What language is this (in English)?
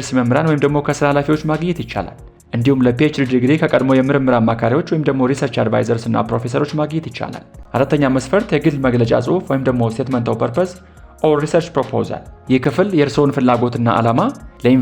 Amharic